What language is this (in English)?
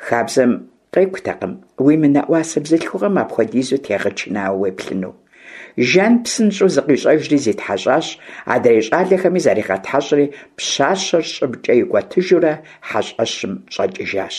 Kabardian